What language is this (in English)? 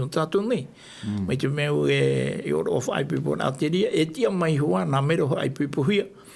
Tahitian